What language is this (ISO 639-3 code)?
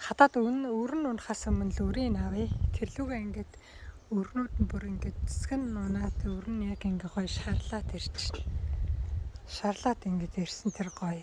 mon